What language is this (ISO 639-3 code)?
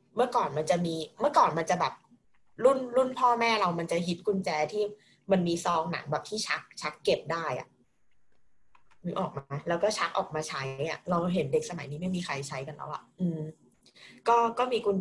tha